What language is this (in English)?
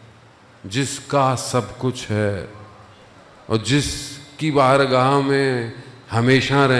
Urdu